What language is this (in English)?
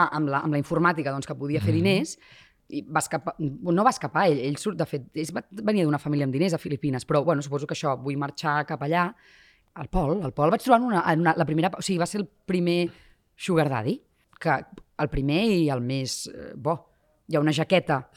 Catalan